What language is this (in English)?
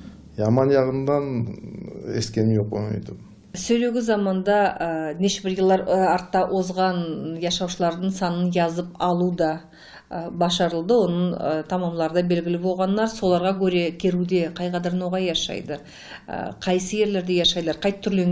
Kyrgyz